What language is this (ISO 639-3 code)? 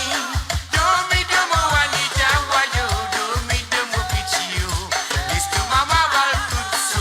mfe